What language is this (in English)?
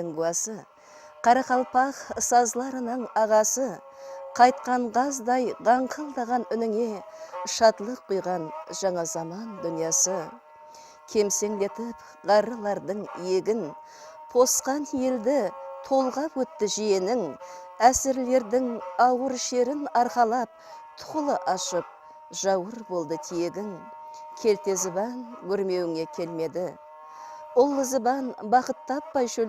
Kara-Kalpak